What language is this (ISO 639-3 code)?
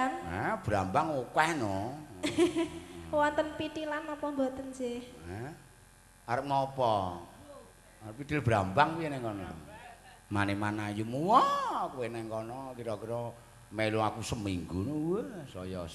jav